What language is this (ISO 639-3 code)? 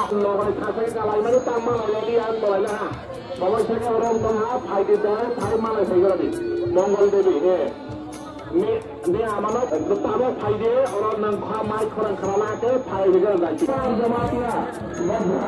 trp